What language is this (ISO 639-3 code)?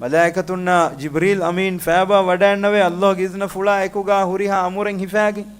div